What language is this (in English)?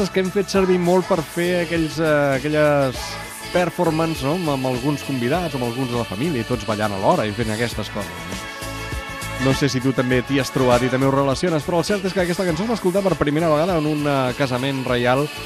Catalan